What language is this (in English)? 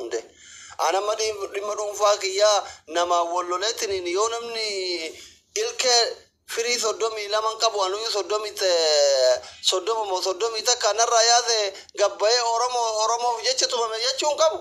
Oromo